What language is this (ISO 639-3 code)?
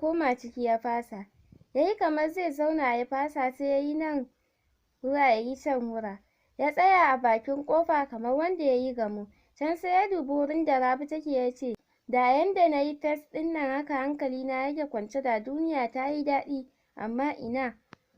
hau